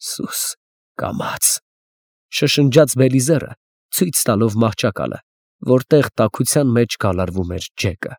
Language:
Armenian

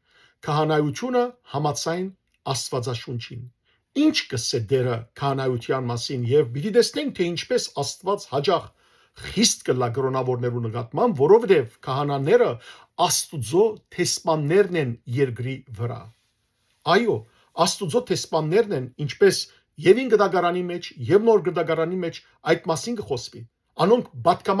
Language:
Western Armenian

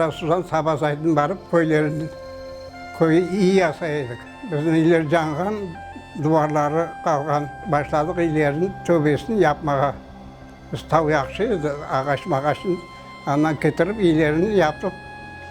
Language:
Crimean Tatar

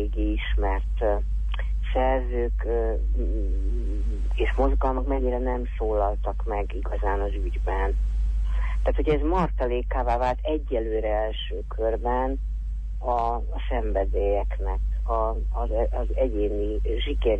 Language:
Hungarian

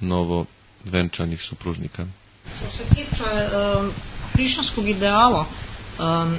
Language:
Serbian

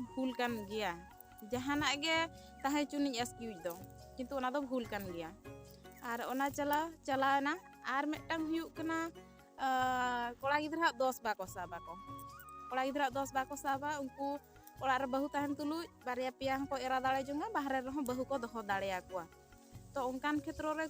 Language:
Santali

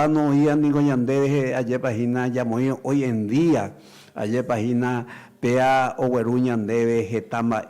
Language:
Guarani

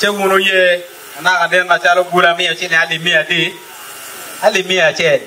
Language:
Acoli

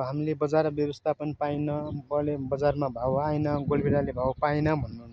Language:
Nepali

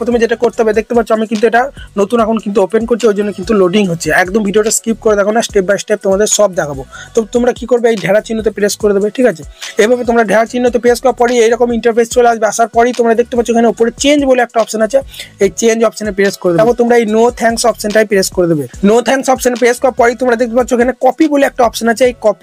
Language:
Bangla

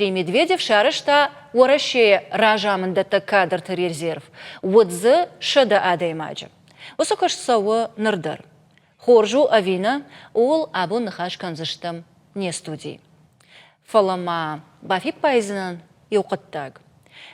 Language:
Ossetic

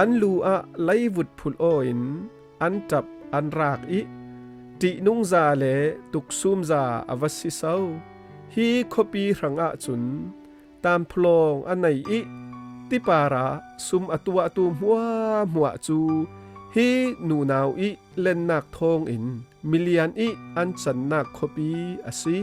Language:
Falam Chin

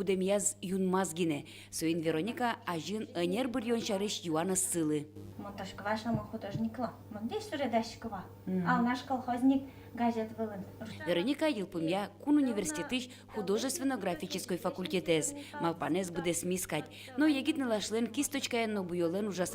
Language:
Udmurt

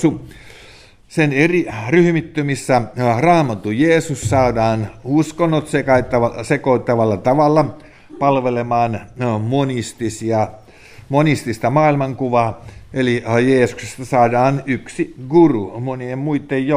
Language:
Finnish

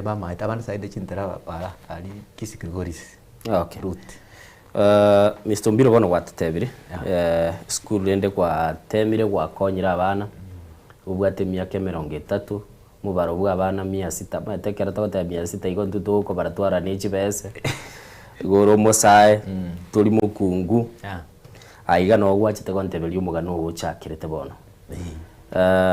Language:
Gusii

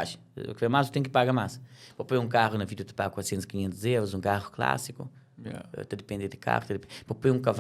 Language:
Kabuverdianu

